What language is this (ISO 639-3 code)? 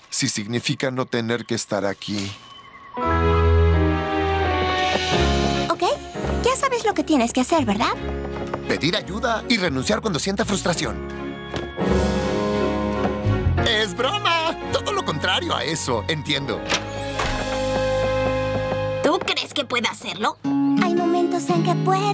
spa